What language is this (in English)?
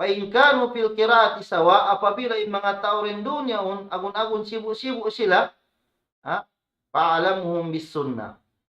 Tausug